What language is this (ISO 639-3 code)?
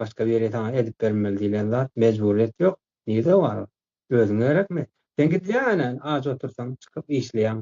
tuk